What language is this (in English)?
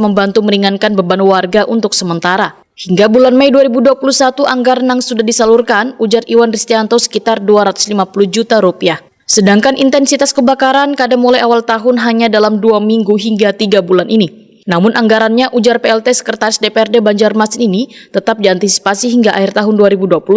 Banjar